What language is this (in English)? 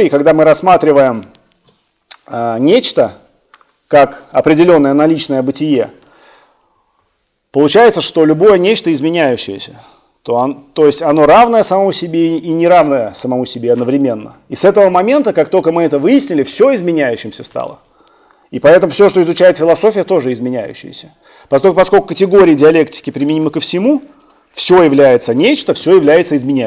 Russian